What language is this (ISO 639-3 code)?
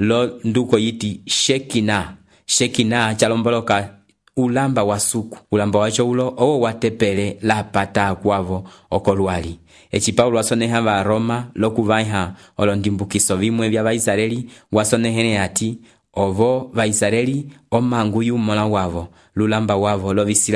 umb